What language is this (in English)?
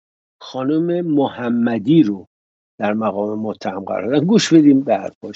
Persian